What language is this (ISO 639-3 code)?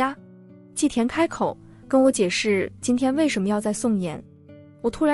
zho